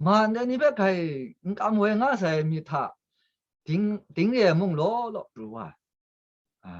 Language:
Kachin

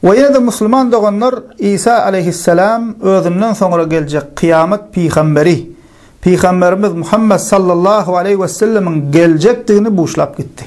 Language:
Turkmen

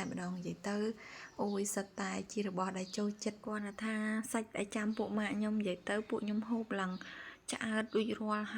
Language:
Khmer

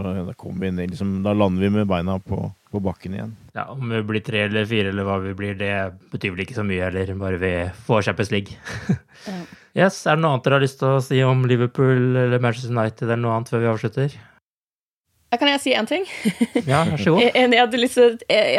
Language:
Norwegian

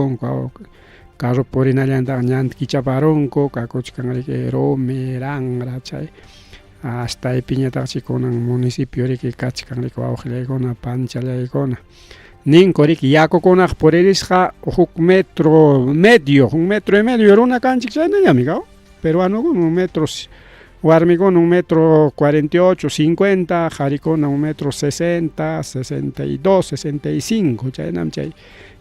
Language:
Ayacucho Quechua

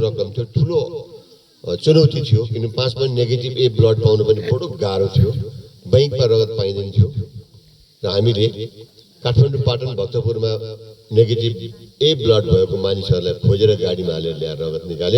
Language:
Nepali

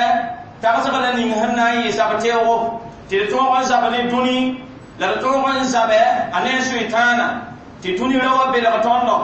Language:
Mossi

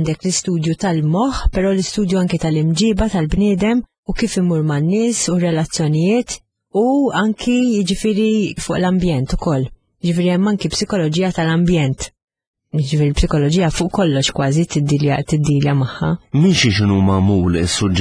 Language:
Maltese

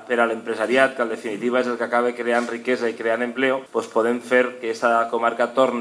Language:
Catalan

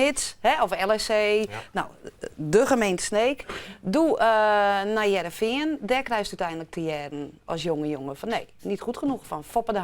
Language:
Western Frisian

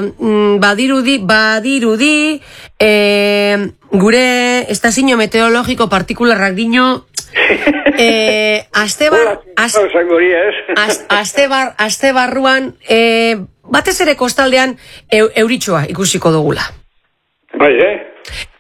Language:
Basque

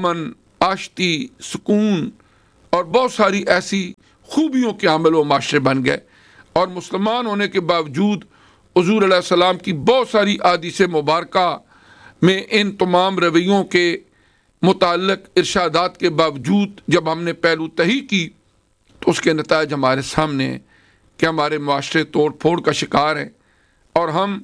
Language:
Urdu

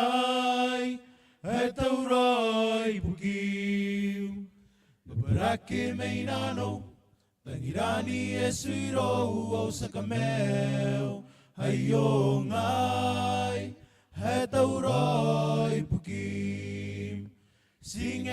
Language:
Gilbertese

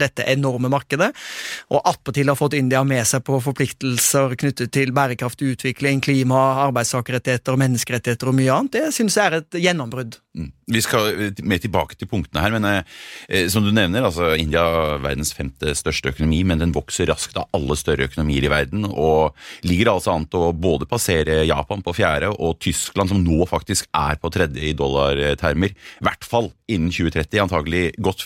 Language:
Norwegian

